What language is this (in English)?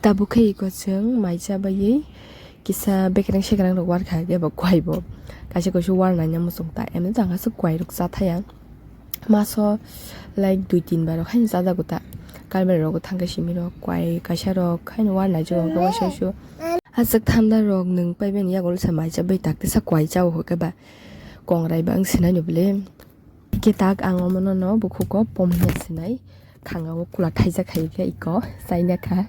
Kok Borok